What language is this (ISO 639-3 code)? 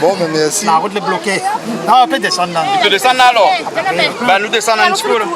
rcf